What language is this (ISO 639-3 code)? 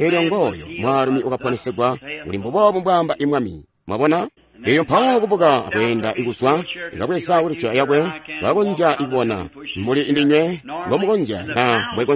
toi